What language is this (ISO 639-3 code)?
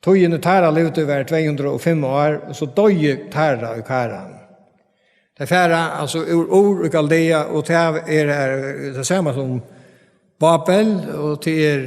fao